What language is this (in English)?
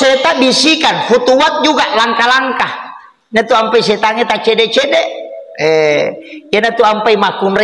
Buginese